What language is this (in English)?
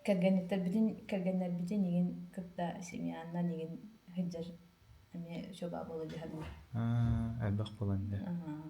Yakut